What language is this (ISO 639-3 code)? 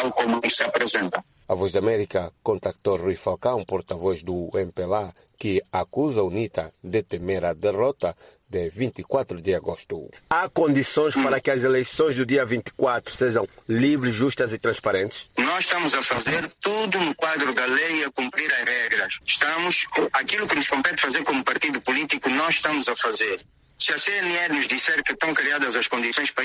por